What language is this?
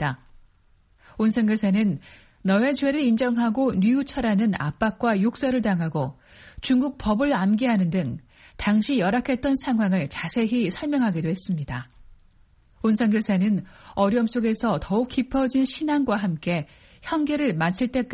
Korean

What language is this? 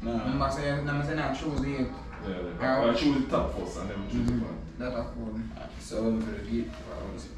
Jamaican Creole English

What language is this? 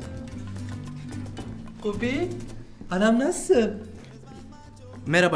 Turkish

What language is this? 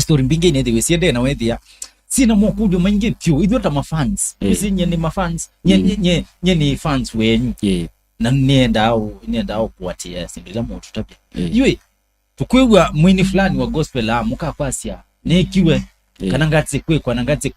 Kamba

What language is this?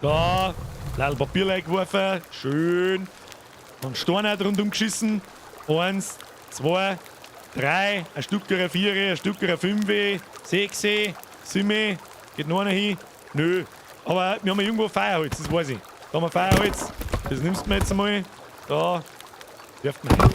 Bavarian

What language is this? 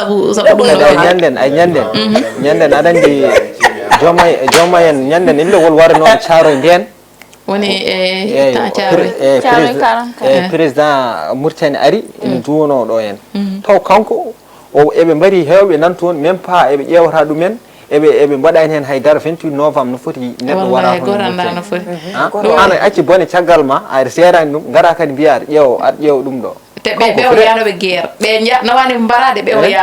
Fula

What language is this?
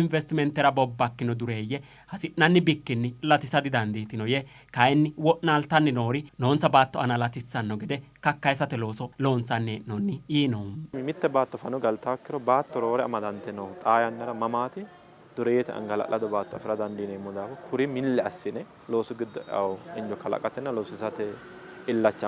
Sidamo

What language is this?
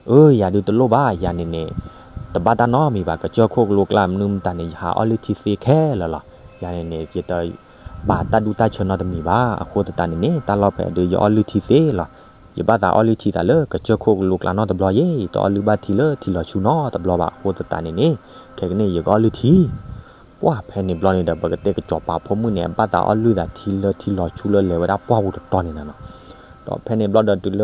S'gaw Karen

